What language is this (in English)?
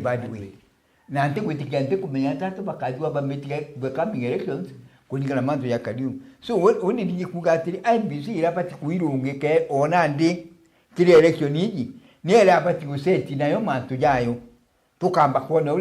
Meru